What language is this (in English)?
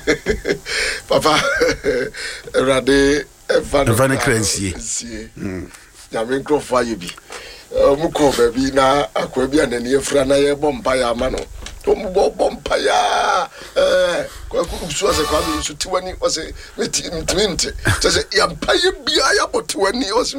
Akan